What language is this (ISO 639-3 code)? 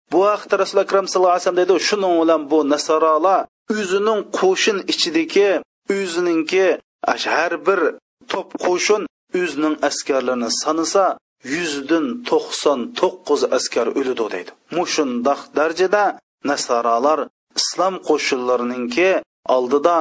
uig